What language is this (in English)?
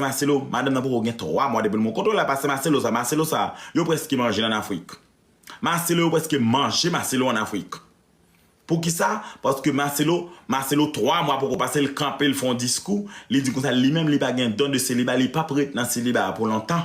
Haitian Creole